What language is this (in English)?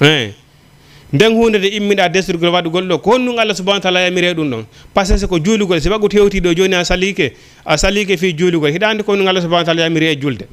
Fula